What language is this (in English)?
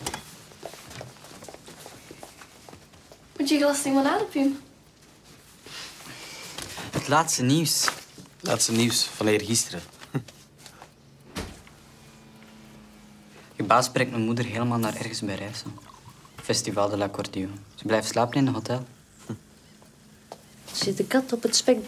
Dutch